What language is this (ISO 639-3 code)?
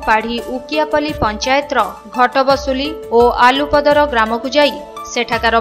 ori